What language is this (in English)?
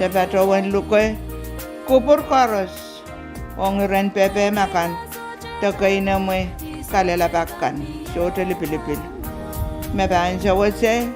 Pohnpeian